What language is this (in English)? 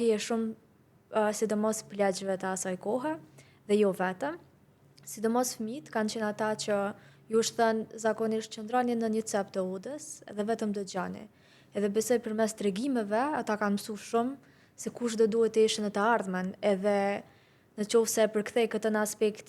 Albanian